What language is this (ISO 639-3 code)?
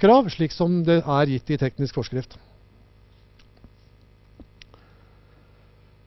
nor